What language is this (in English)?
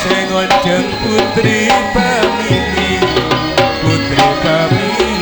Madurese